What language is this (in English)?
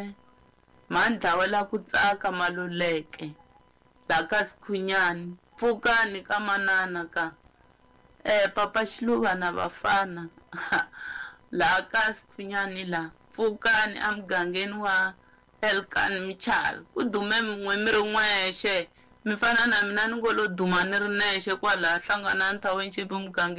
Tsonga